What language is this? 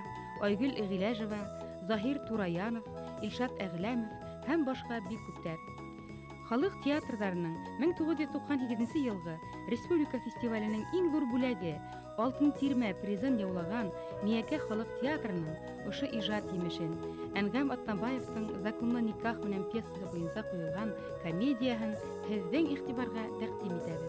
Bashkir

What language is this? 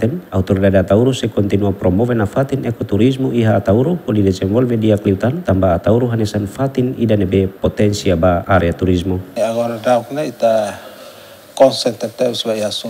Tetum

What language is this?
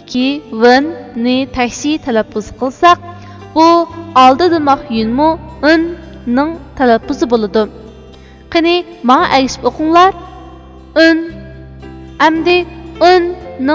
Uyghur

